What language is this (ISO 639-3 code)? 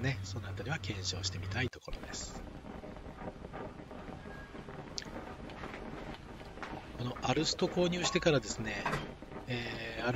jpn